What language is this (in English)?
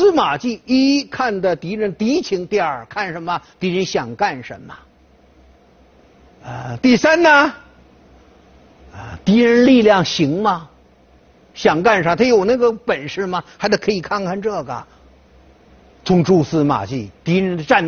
Chinese